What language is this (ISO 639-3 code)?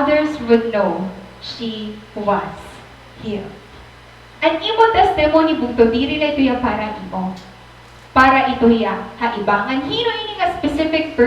war